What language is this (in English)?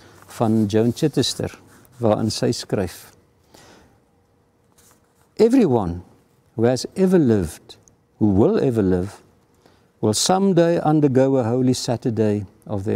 Afrikaans